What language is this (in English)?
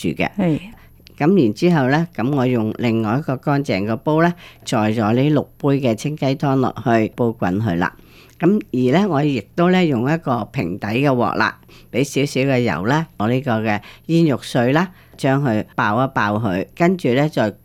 Cantonese